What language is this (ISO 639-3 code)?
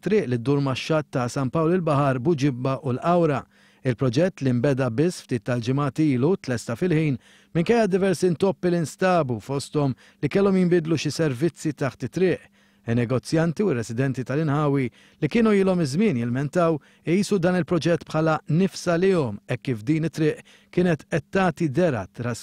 mlt